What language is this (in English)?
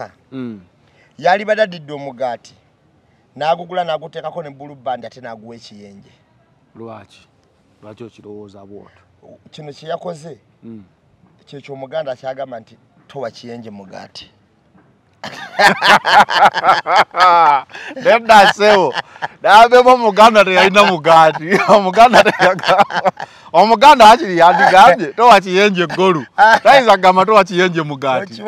Ganda